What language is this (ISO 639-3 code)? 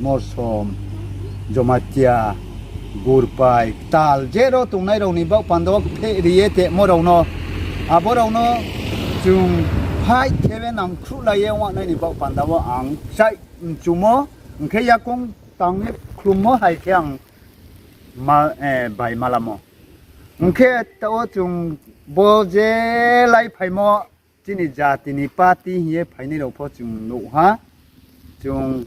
ria